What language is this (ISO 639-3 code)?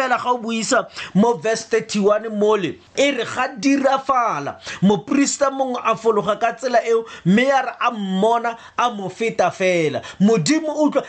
tsn